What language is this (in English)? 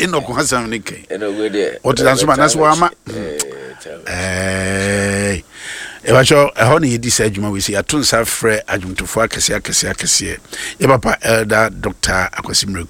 Akan